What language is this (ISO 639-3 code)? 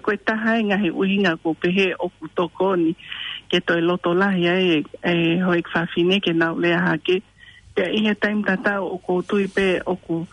ton